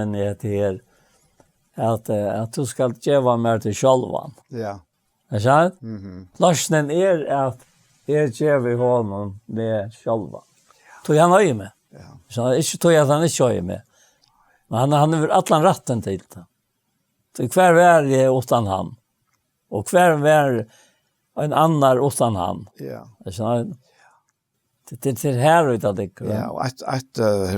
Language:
Faroese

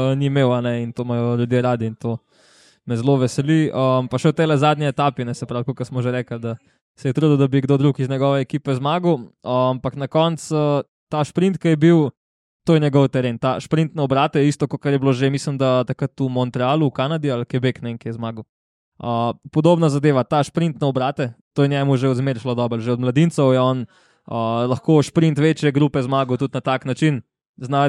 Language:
Slovenian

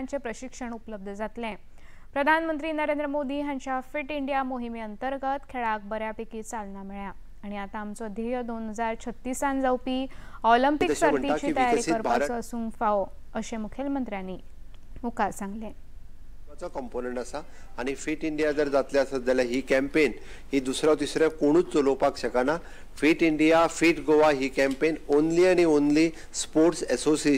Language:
Konkani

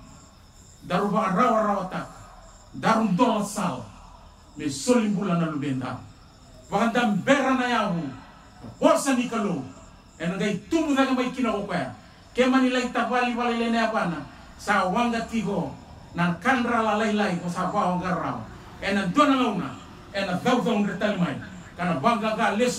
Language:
Fijian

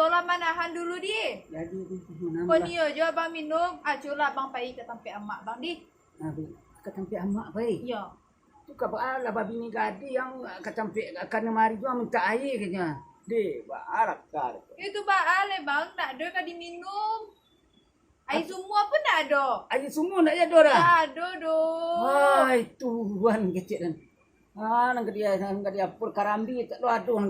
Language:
Minangkabau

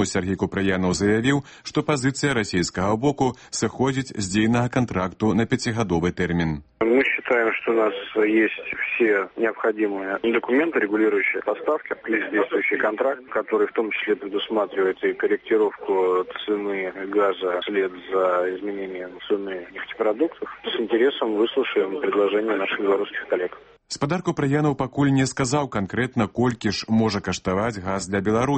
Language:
Belarusian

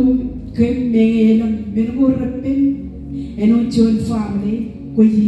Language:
Marshallese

